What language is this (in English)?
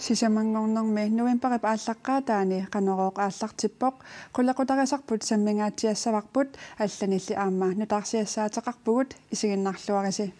Kalaallisut